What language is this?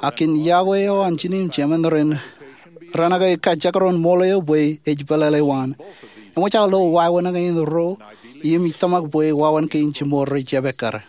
Marshallese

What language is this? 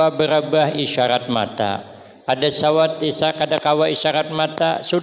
Banjar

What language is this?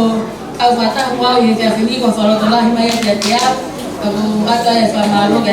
Tongan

